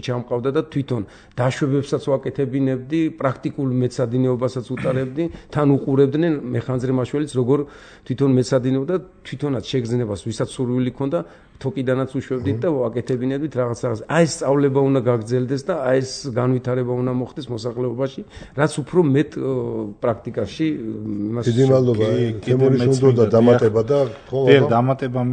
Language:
Georgian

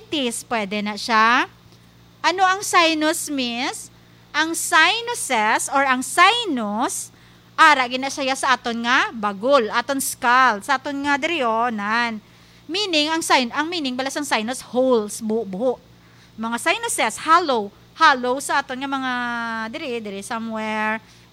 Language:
Hiligaynon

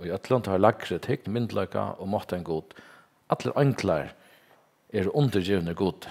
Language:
Faroese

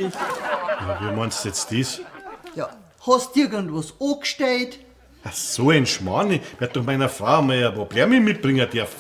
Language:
Bavarian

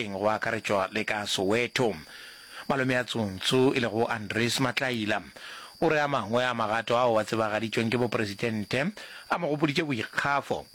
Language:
Northern Sotho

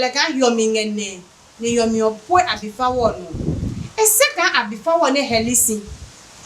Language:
Adangme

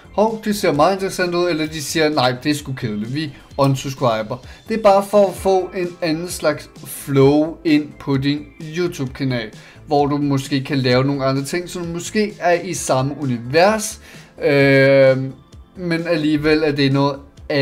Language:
Danish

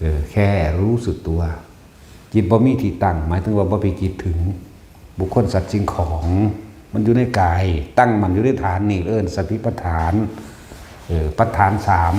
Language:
Northeastern Thai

